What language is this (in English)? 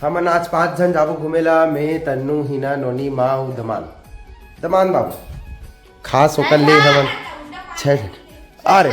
Chhattisgarhi